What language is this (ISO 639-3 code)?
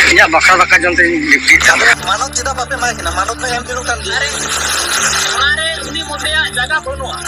sat